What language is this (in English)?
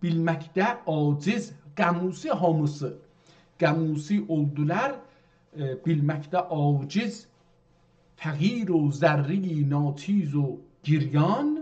South Azerbaijani